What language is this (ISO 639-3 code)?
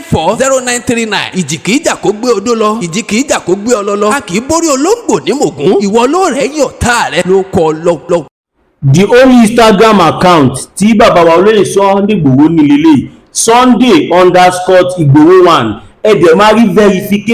yor